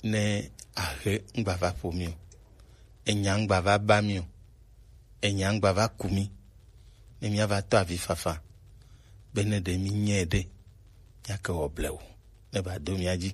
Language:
Gen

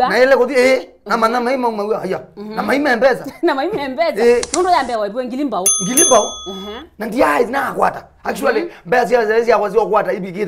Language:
Kamba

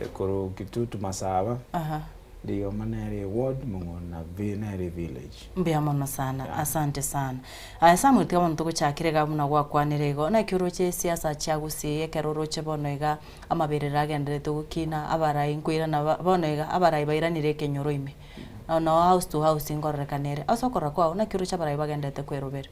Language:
Gusii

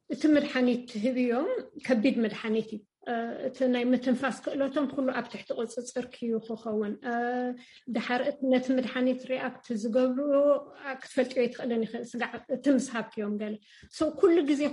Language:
Tigrinya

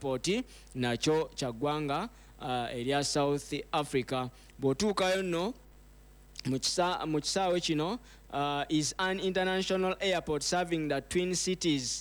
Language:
Ganda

